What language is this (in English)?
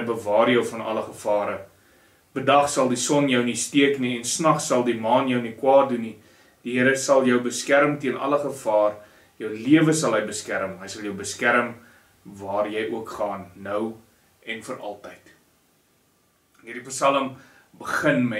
Afrikaans